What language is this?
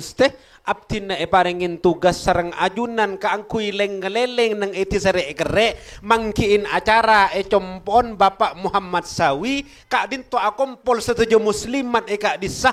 Madurese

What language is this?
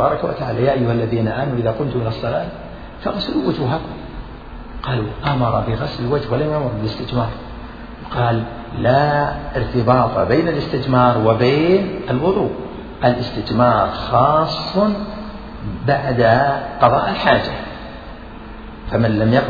Arabic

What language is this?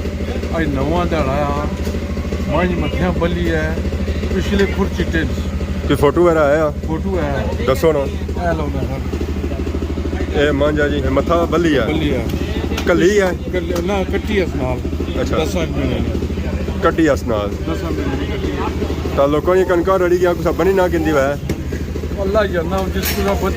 Pahari-Potwari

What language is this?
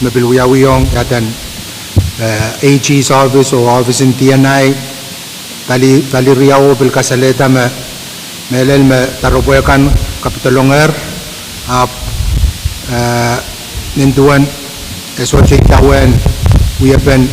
Pohnpeian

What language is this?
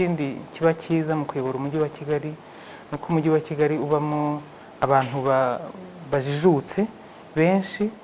Kinyarwanda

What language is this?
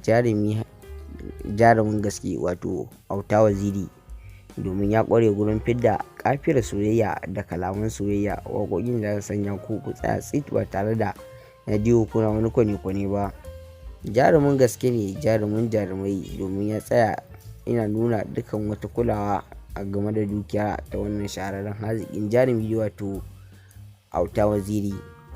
Hausa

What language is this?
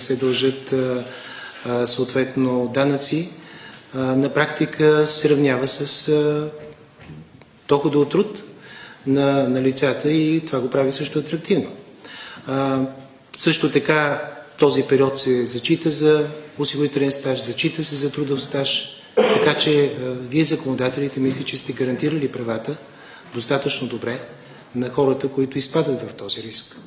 Bulgarian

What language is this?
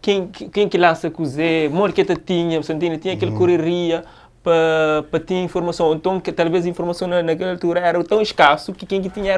Kabuverdianu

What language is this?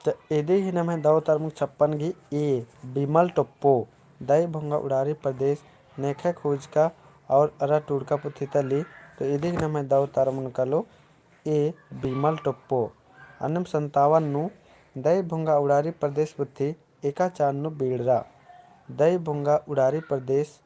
Kurukh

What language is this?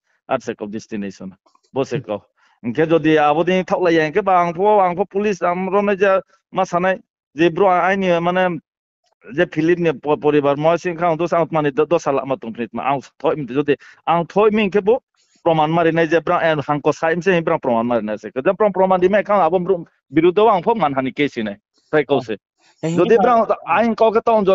Riang (India)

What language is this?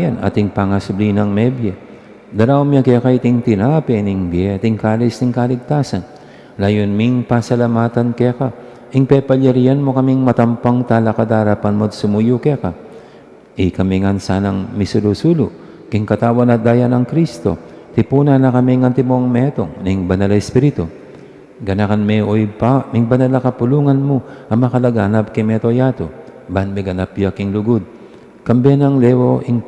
Pampanga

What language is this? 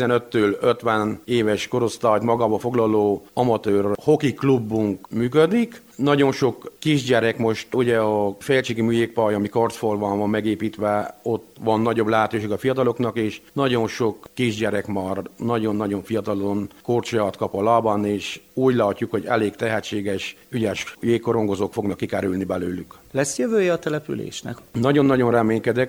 Hungarian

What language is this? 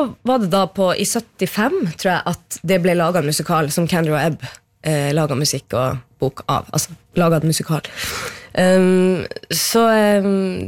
Norwegian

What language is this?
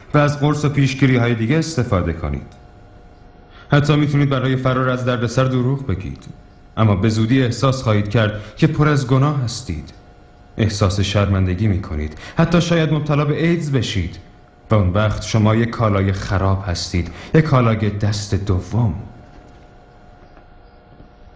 Persian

